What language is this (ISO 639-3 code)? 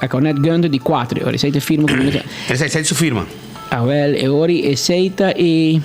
pap